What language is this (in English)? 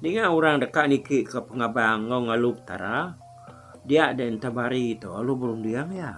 Iban